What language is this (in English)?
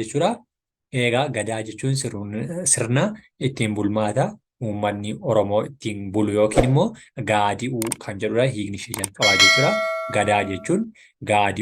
Oromo